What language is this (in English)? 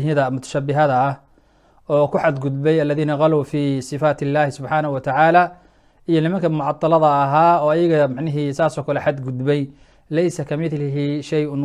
Somali